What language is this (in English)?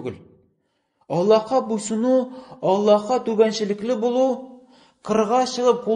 Tatar